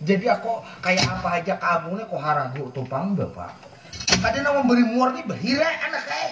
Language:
Banjar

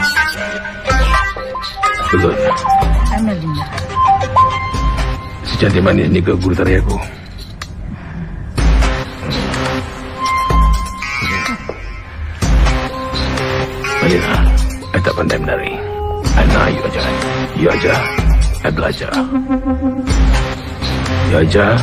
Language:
Malay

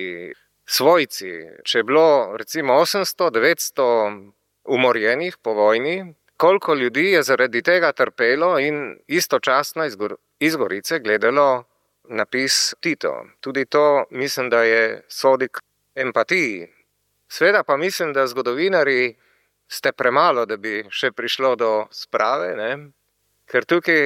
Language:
Slovenian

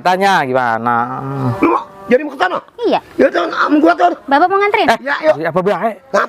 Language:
Betawi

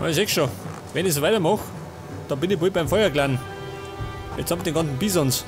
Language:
Bavarian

